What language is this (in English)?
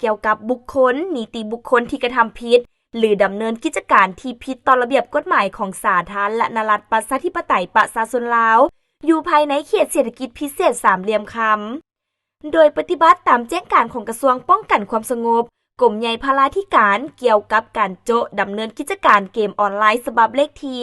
Lao